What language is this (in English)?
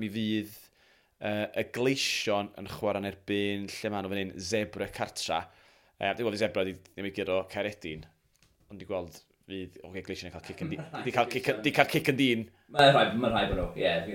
Welsh